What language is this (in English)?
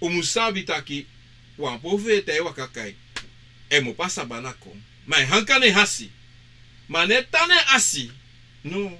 Sranan Tongo